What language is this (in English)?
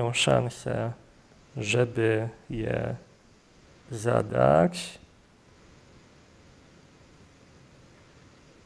Polish